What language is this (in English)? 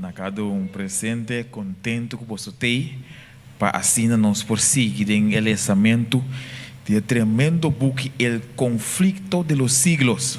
Papiamento